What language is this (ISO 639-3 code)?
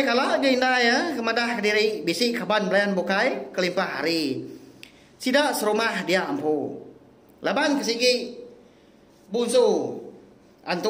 iba